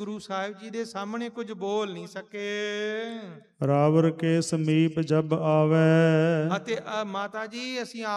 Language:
Punjabi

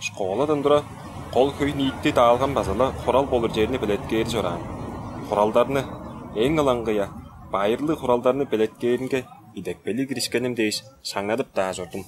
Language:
Tuvinian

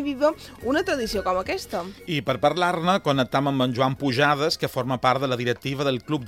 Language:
Catalan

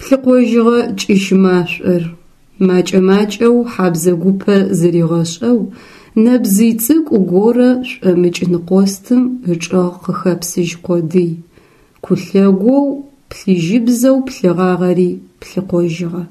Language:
Adyghe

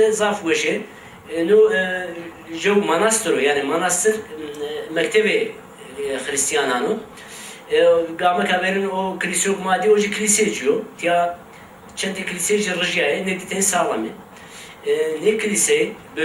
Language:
Zaza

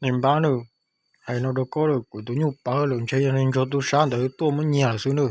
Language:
Hmong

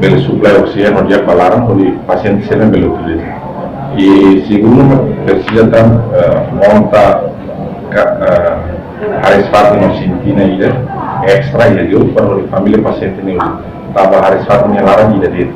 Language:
Tetum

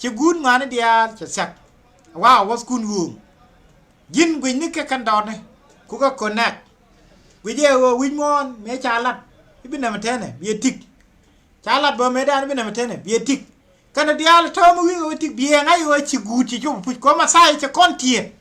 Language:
Nuer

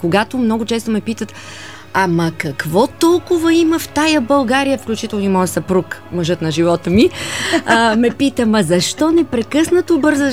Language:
Bulgarian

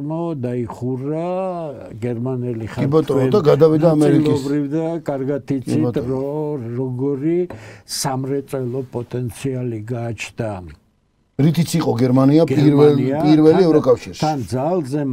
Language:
Georgian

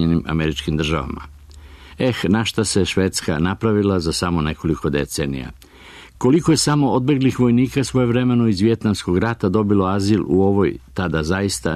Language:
Serbian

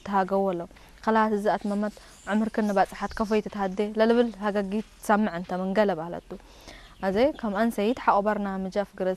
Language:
Tigre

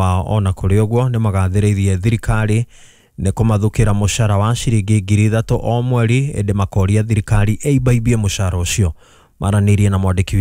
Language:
Kikuyu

